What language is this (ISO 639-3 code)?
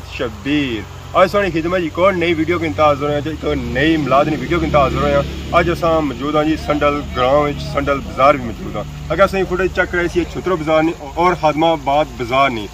phr